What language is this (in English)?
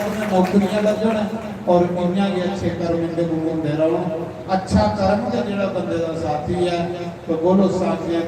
Dogri